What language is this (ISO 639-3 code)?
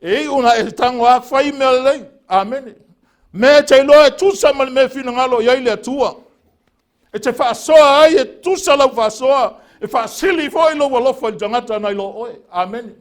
smo